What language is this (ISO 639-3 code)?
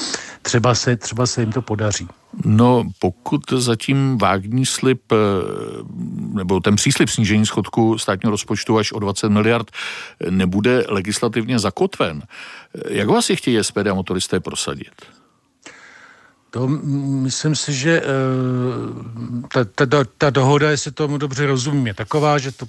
ces